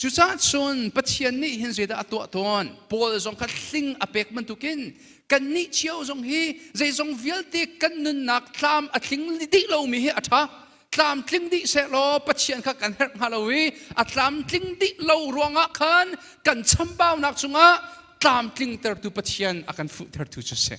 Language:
Hakha Chin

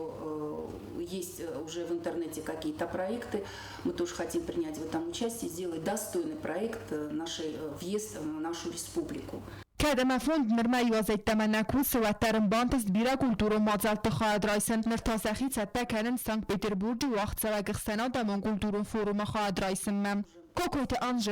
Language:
Ossetic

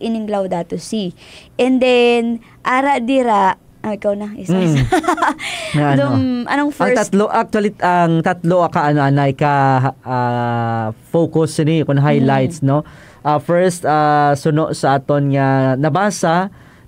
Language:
Hiligaynon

